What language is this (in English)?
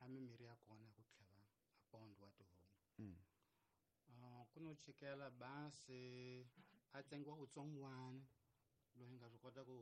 Tsonga